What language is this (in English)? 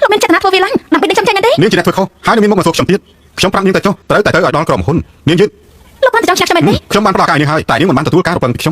Khmer